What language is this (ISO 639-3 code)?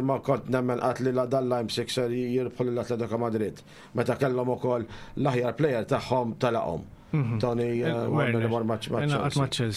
mlt